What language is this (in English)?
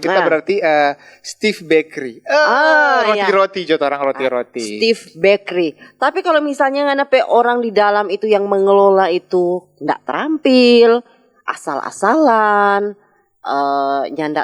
Manado Malay